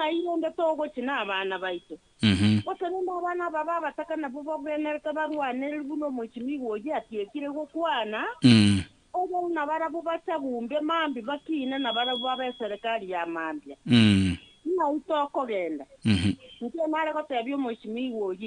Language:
Gusii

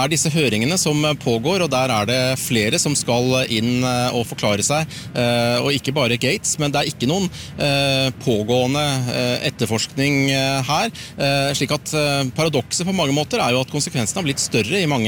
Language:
Norwegian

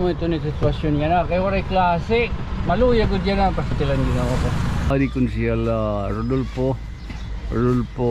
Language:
Waray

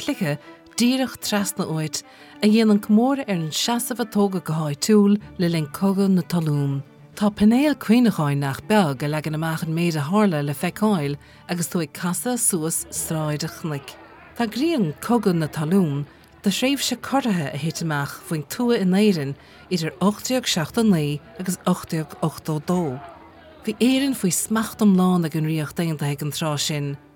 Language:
Irish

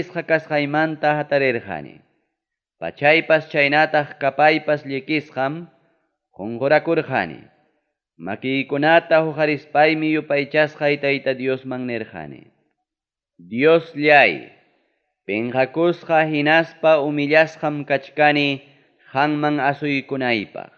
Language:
Ayacucho Quechua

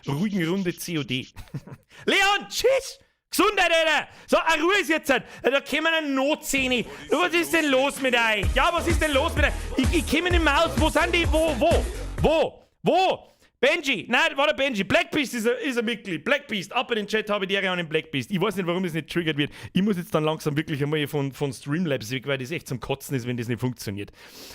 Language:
Bavarian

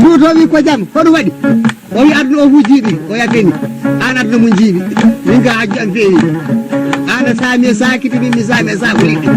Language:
Fula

